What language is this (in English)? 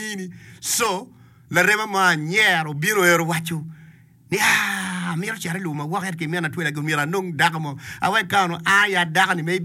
Acoli